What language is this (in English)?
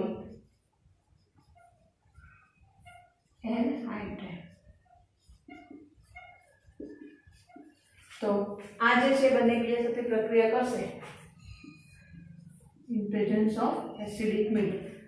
Gujarati